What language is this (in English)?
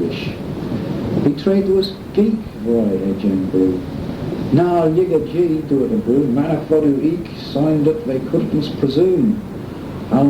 Manx